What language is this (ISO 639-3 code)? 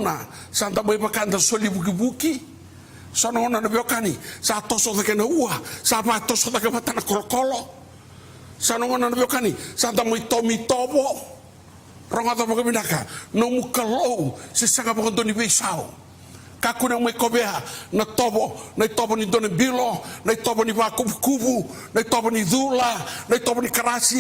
fij